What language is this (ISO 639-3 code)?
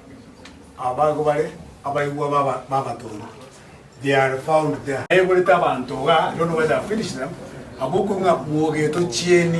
guz